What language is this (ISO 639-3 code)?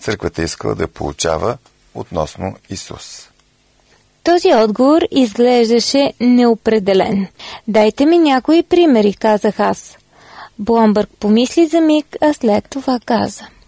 bul